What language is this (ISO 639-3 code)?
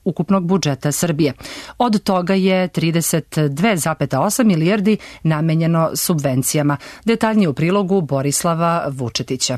srp